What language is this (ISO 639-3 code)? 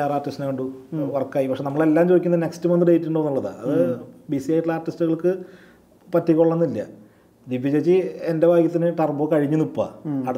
mal